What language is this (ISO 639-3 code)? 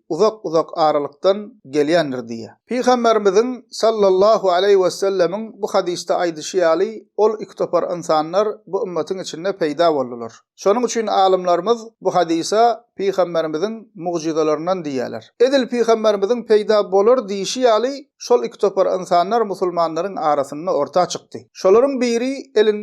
tuk